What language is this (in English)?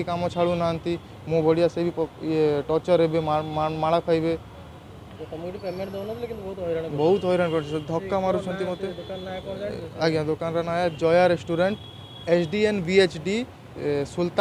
Odia